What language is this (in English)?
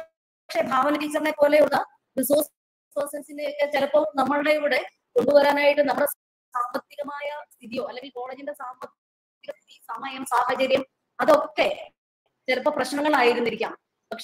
Malayalam